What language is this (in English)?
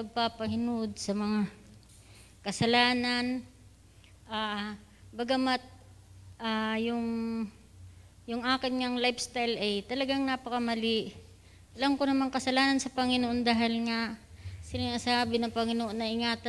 Filipino